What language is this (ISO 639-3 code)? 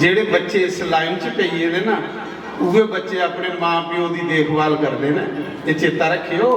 doi